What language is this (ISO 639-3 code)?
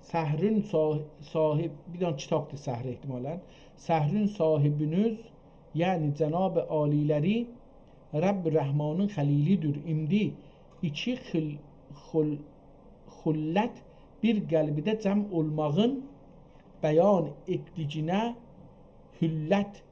azb